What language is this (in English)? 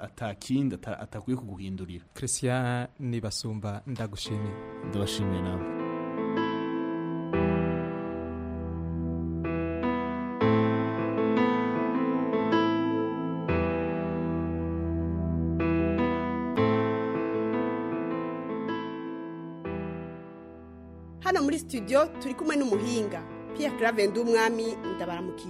Kinyarwanda